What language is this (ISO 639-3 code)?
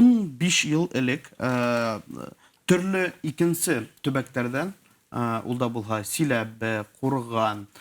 bak